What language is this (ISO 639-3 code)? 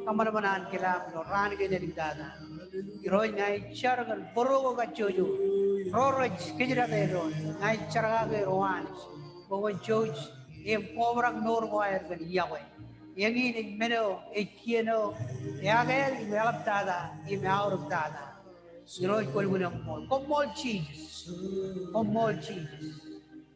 mah